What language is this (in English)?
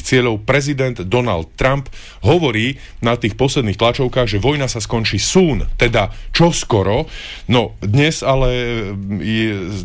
Slovak